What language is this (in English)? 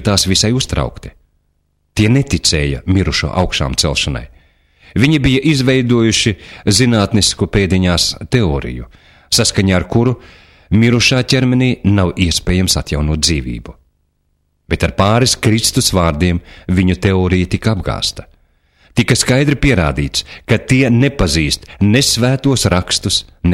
Latvian